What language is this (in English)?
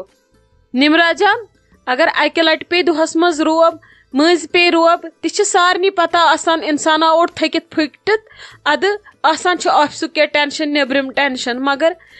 Kashmiri